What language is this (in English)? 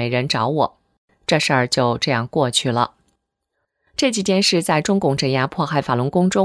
Chinese